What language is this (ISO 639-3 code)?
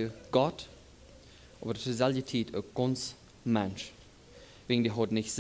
pdt